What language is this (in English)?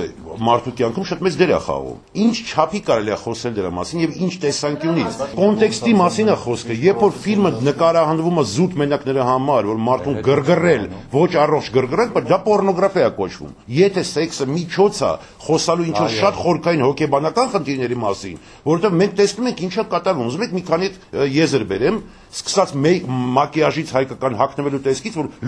Armenian